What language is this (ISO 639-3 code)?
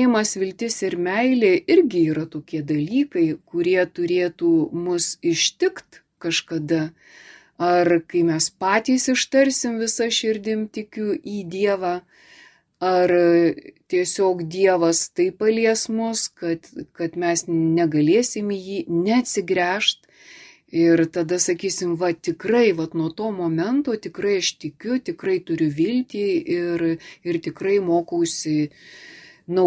lit